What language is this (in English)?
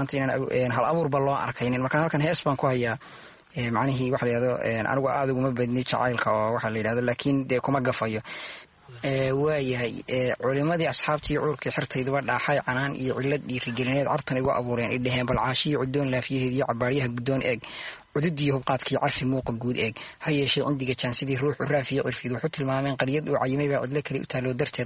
Somali